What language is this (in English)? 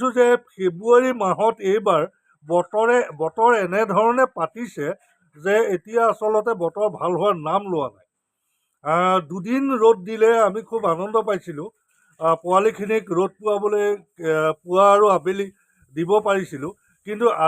Assamese